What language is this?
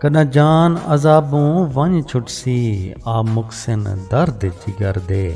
Saraiki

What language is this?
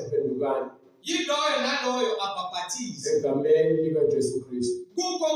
Zulu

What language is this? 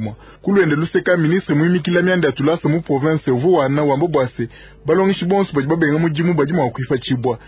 Luba-Lulua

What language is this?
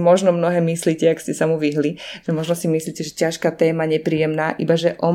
Slovak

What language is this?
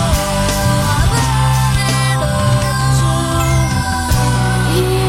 French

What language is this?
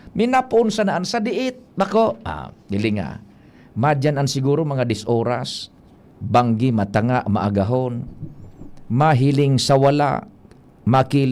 Bikol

